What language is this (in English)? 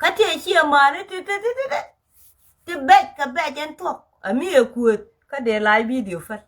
Nuer